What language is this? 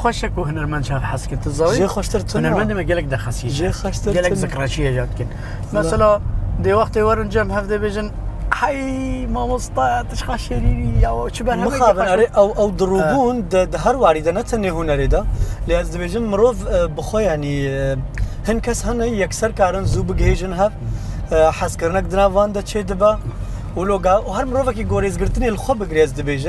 Kurdish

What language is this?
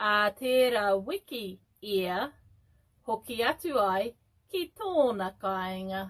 Māori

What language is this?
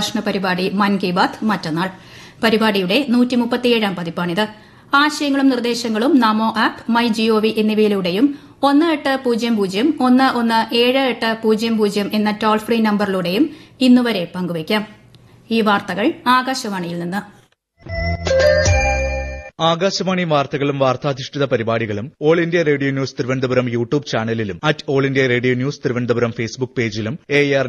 Malayalam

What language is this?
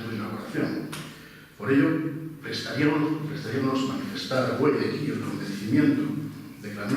Asturian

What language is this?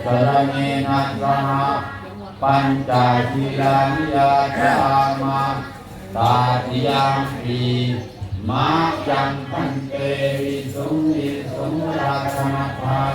Pali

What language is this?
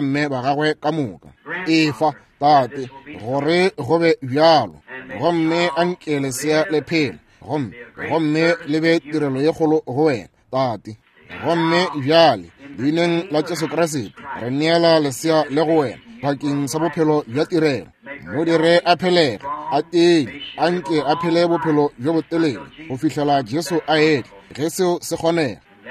Northern Sotho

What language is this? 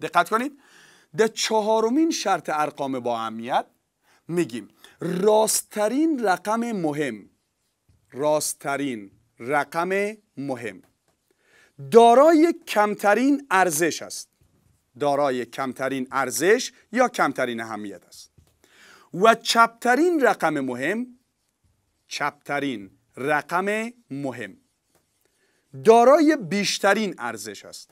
Persian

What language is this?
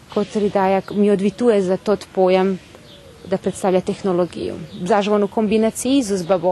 Rusyn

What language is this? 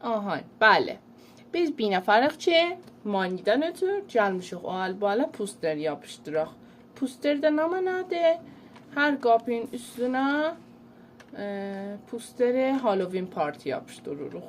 South Azerbaijani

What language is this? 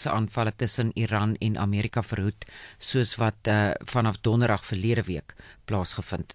Afrikaans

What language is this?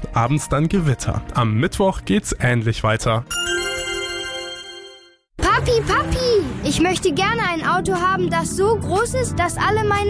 German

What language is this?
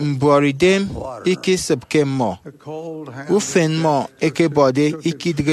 Efik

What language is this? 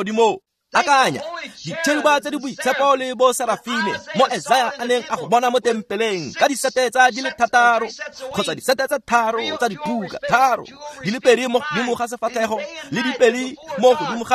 Tswana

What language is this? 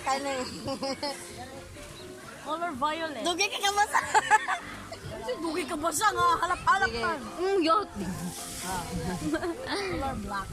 Cebuano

